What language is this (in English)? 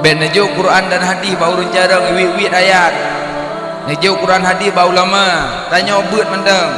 Achinese